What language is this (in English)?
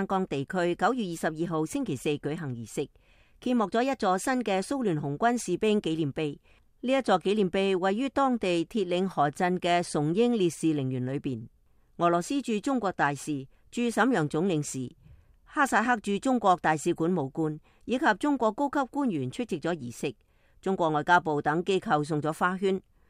Cantonese